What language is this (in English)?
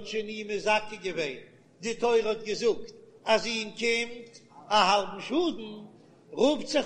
Yiddish